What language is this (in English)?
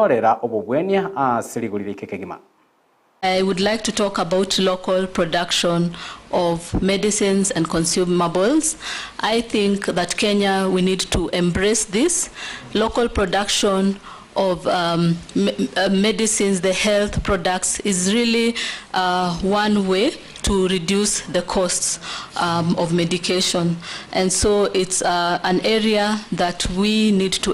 Gusii